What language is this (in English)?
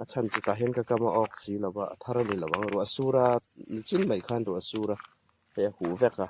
Hmar